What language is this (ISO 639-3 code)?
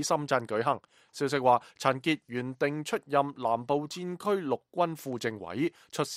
yue